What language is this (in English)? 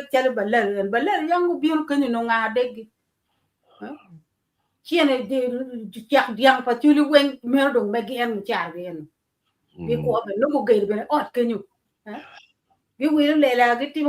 Acoli